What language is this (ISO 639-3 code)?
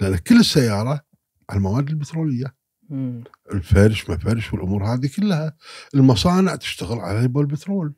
afb